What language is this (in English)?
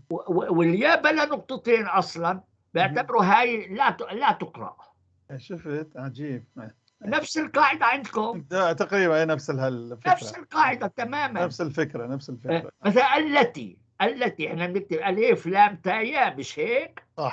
North Levantine Arabic